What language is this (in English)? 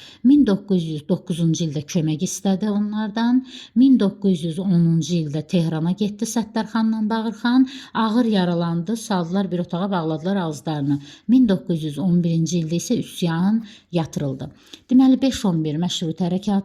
Azerbaijani